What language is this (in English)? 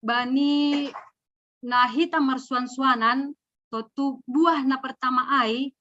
Batak Simalungun